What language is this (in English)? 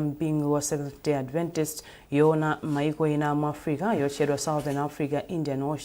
Nyanja